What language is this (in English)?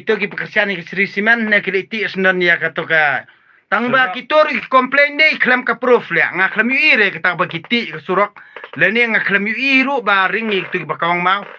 Khasi